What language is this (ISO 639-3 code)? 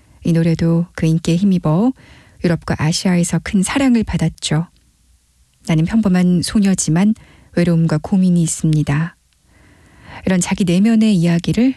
kor